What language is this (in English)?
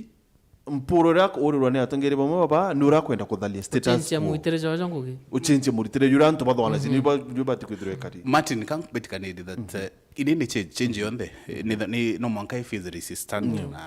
Meru